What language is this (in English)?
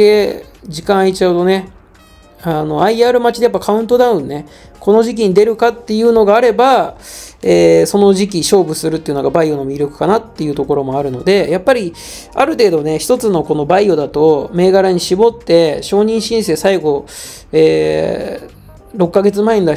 Japanese